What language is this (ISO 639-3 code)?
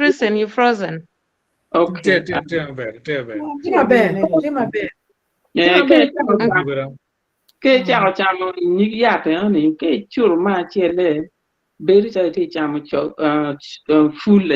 ach